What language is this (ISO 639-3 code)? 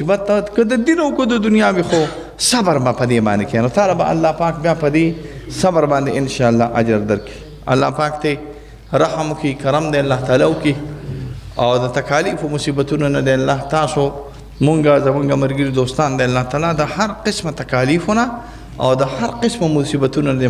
pus